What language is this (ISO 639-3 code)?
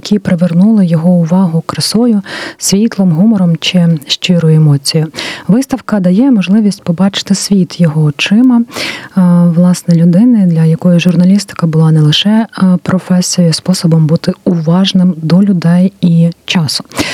ukr